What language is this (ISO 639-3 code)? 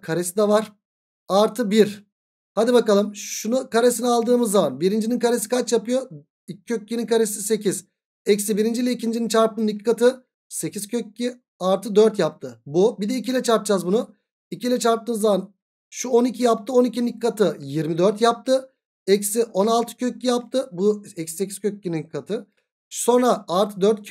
tur